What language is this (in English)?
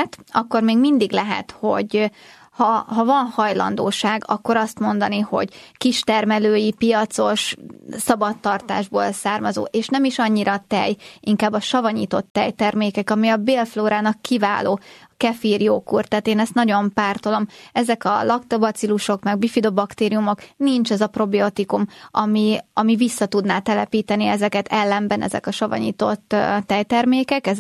Hungarian